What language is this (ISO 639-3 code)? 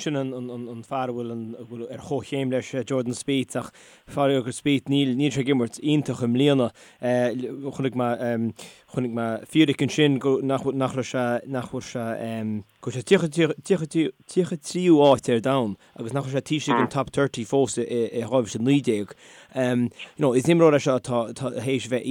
gle